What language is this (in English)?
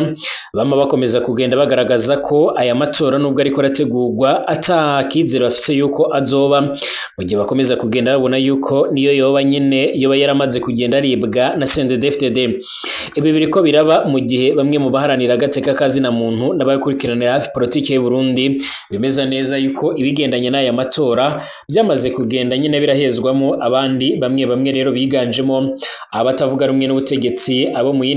Rundi